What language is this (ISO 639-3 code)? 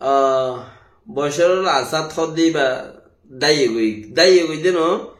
rhg